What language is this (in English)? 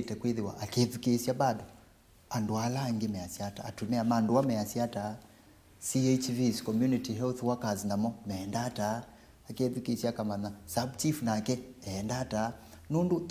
Kamba